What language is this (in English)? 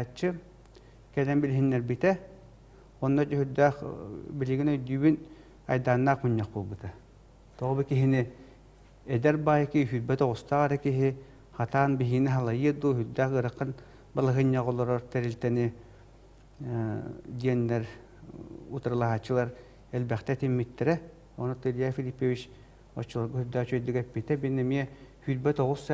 Yakut